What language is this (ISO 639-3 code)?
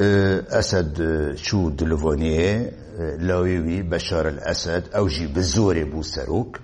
kur